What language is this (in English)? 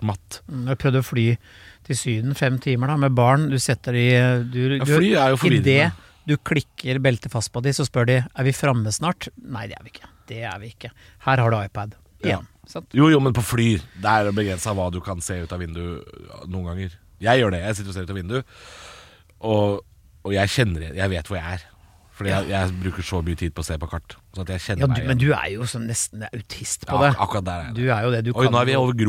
Norwegian